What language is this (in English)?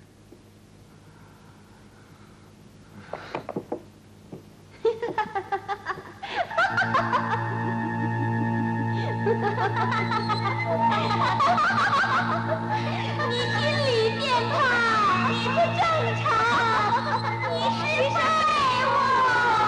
Chinese